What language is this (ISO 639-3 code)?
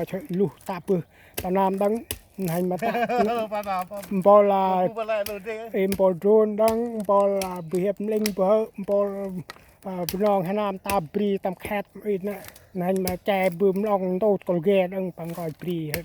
cmo